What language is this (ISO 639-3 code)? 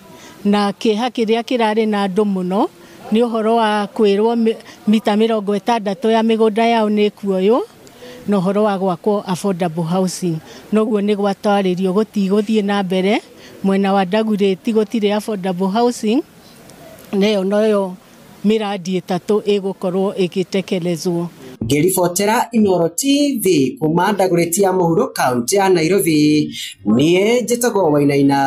kik